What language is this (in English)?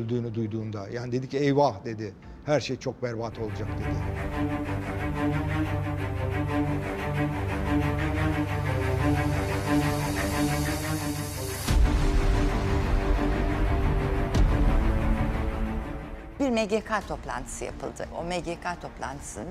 Turkish